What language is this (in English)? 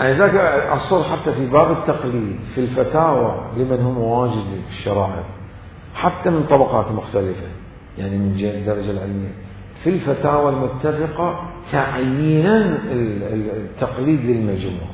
Mesopotamian Arabic